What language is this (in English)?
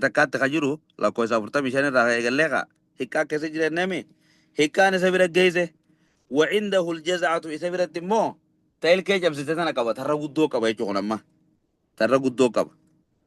Oromo